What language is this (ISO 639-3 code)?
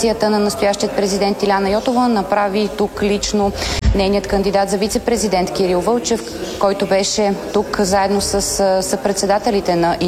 bul